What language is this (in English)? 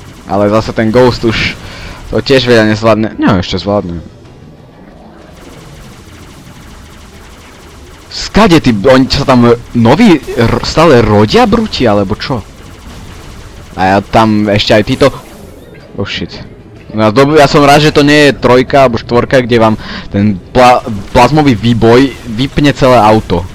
Slovak